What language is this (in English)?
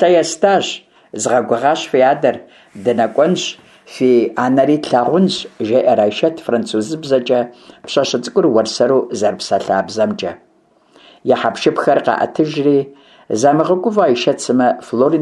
Kabardian